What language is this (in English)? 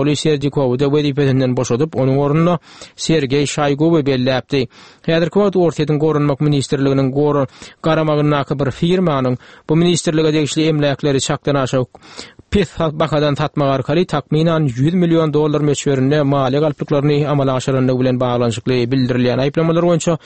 Turkmen